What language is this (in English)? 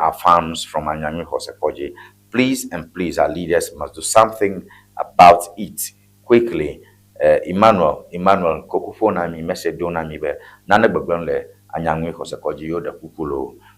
Ewe